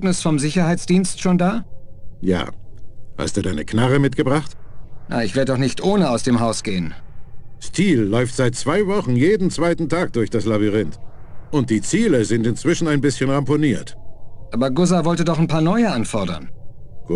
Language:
German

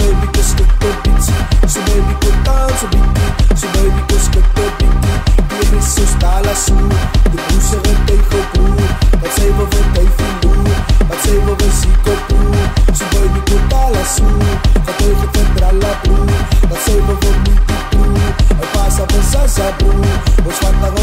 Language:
Afrikaans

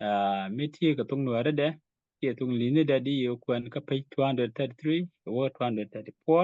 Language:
Nuer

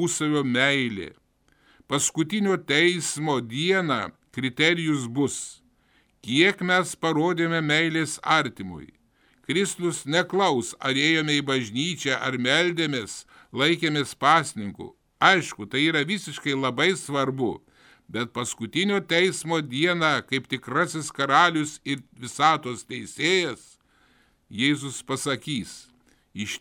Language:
Lithuanian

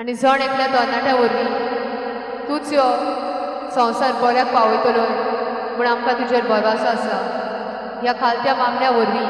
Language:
Konkani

